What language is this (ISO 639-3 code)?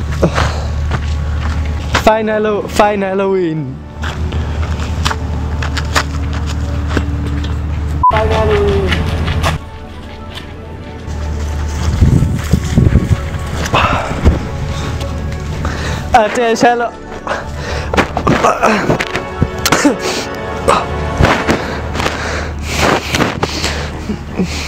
nld